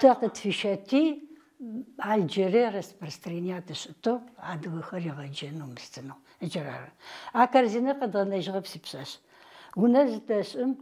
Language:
Adyghe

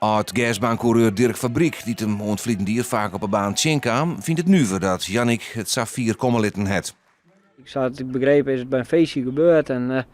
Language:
Western Frisian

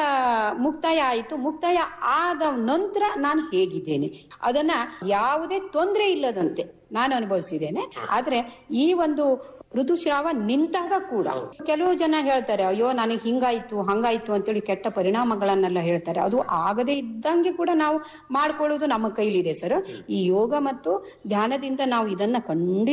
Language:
Kannada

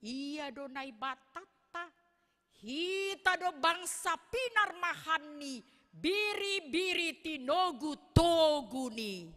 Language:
Batak Simalungun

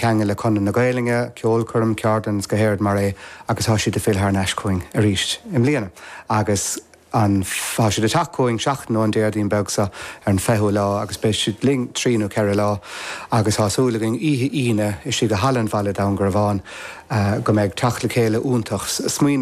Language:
Irish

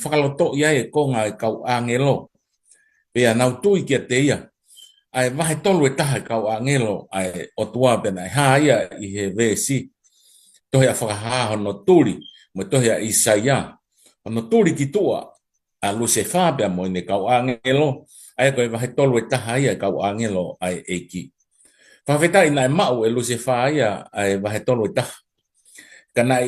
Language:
Tongan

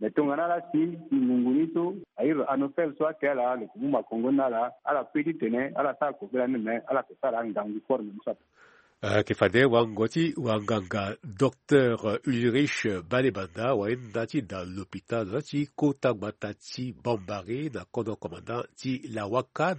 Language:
Sango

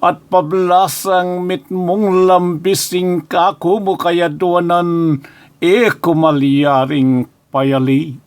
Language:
Pampanga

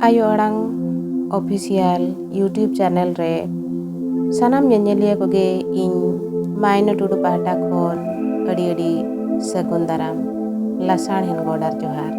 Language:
Santali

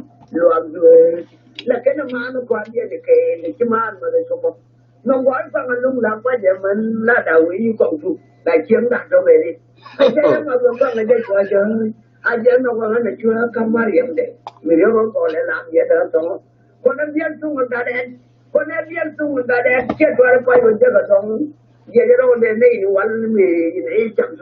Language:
Nuer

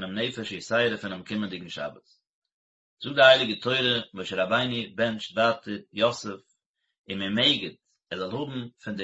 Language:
Yiddish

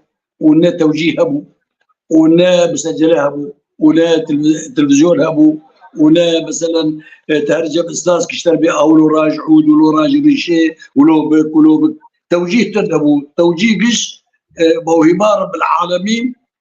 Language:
Kurdish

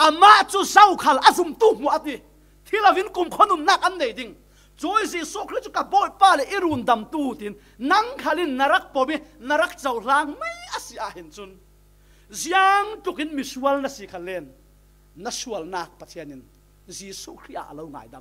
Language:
Falam Chin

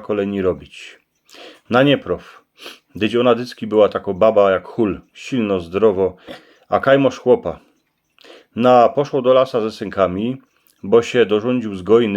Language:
Silesian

